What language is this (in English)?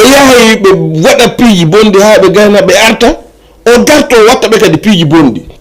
Fula